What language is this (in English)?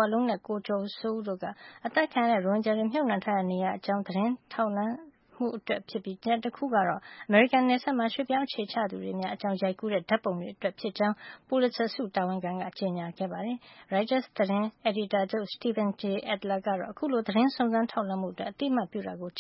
Burmese